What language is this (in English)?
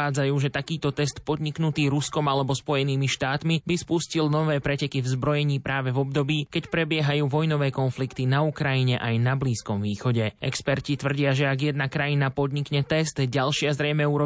Slovak